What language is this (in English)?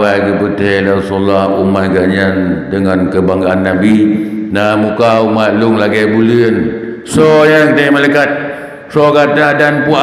Achinese